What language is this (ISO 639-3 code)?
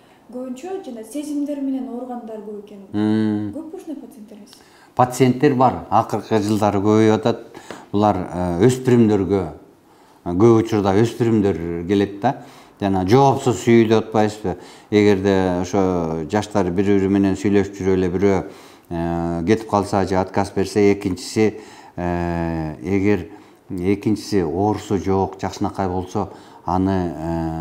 kir